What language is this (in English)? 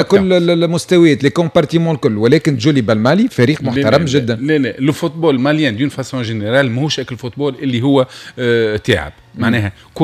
Tunisian Arabic